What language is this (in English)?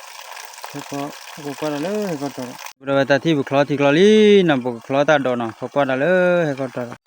S'gaw Karen